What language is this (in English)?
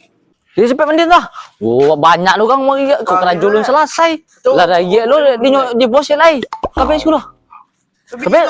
Minangkabau